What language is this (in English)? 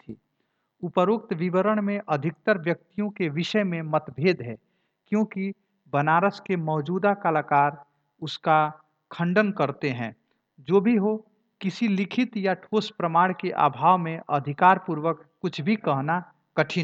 Hindi